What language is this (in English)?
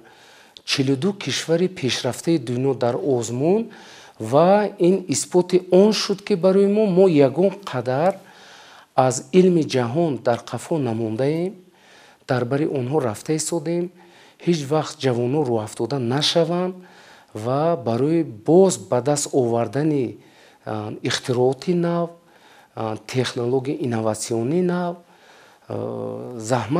Tajik